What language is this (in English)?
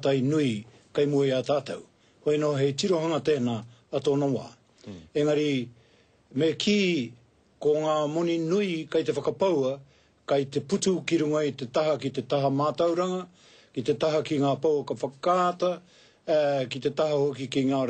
Māori